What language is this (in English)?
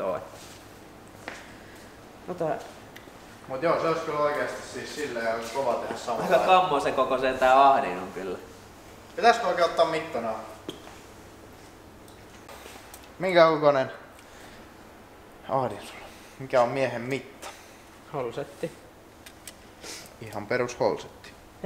Finnish